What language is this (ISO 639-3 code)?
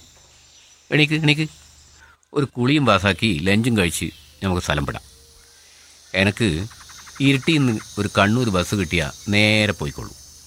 mal